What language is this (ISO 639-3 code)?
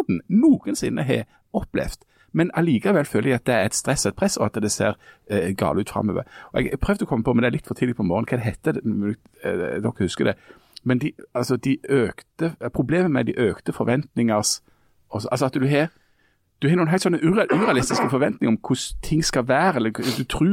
nor